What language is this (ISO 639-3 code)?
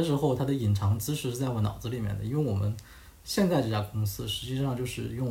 zho